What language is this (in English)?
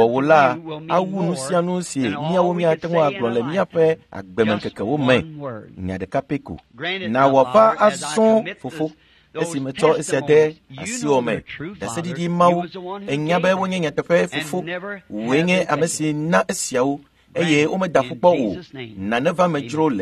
Ewe